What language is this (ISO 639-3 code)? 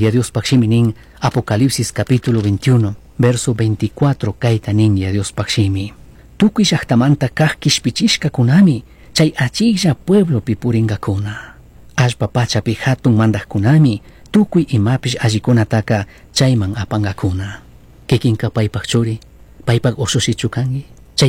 qug